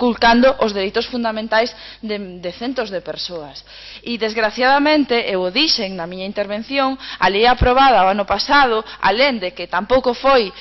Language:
Galician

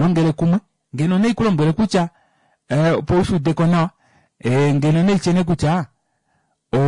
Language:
Kuanyama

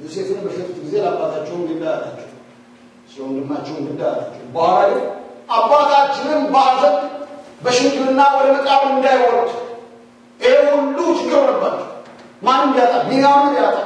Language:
Amharic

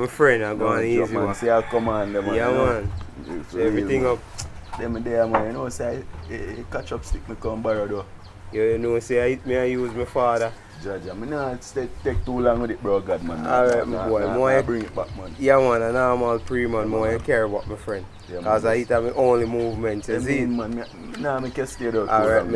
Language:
Jamaican Creole English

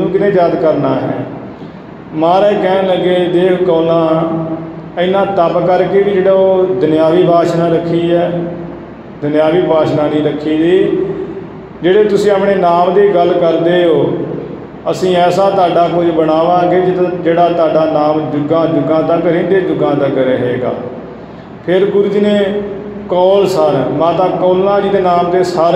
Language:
Punjabi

